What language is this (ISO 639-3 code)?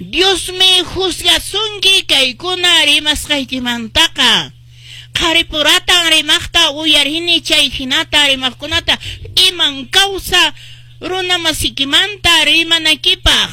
que